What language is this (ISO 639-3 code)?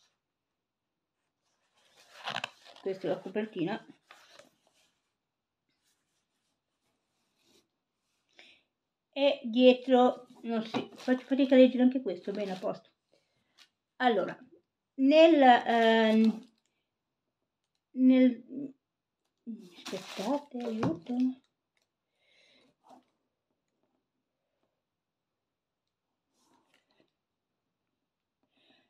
ita